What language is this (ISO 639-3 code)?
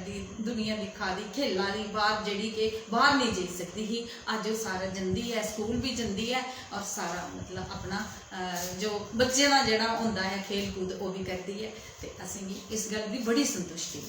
doi